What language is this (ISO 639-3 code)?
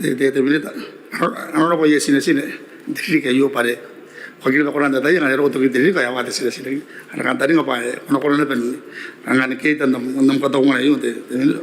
gil